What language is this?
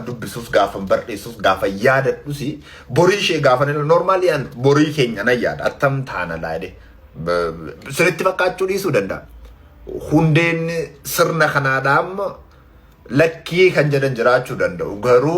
Oromo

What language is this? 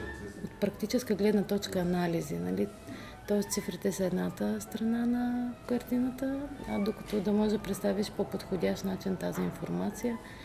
Bulgarian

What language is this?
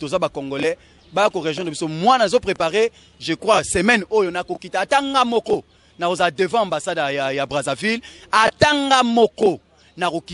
Lingala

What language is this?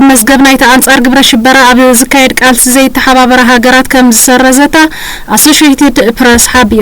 Tigrinya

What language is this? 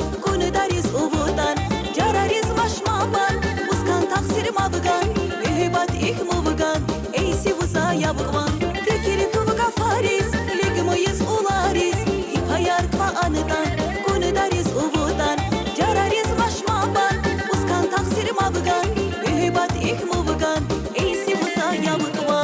Tabassaran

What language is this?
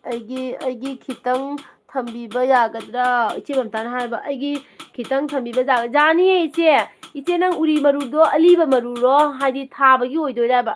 Manipuri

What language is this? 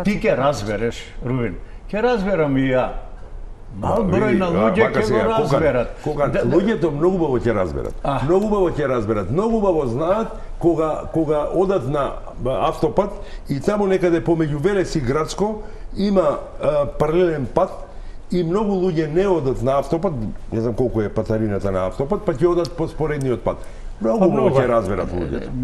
Macedonian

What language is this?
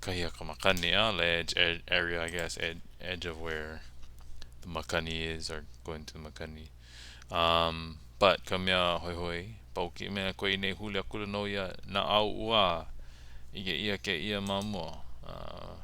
Hawaiian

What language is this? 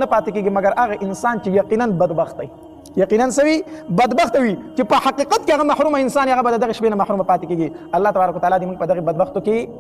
Pashto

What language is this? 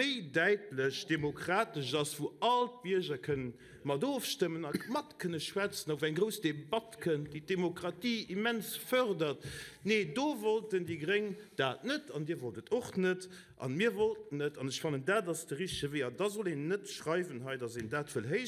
Luxembourgish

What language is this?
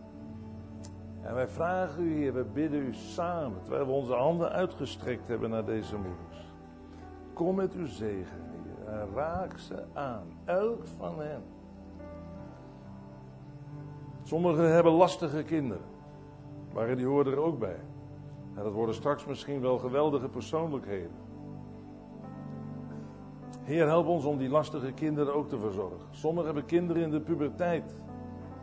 Dutch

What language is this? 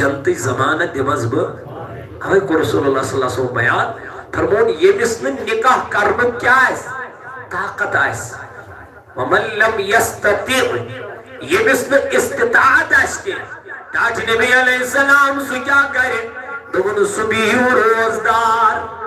Kashmiri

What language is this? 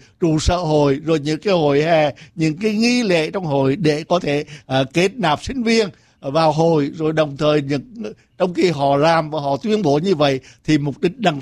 Vietnamese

